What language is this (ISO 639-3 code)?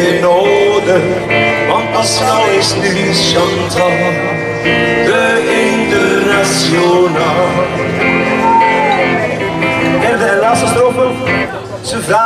nld